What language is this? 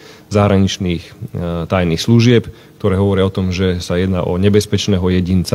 Slovak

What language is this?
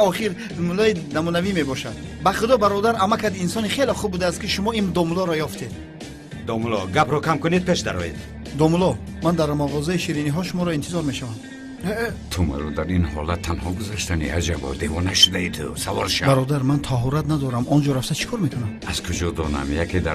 Tajik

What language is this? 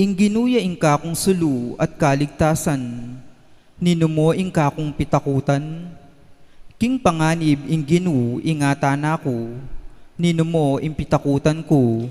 Pampanga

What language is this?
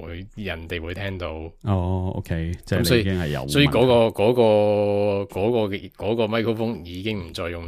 Cantonese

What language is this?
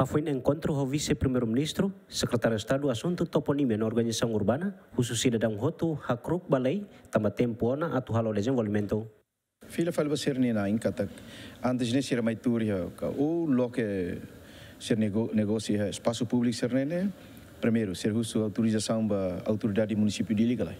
Tetum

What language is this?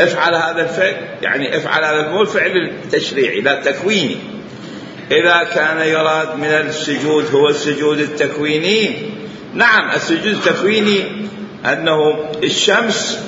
Mesopotamian Arabic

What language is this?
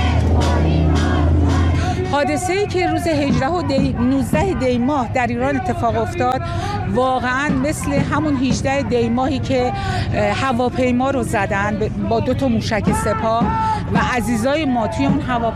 Persian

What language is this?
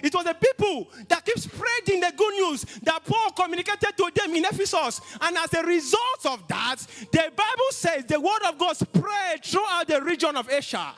English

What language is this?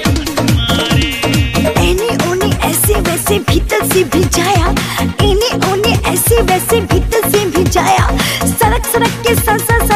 Bhojpuri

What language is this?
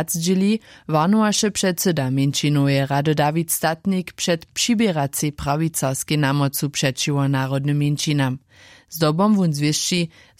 Upper Sorbian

